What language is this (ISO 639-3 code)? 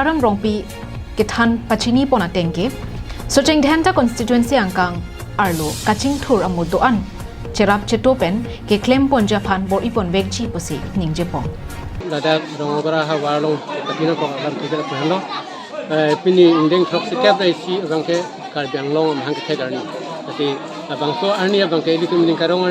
mjw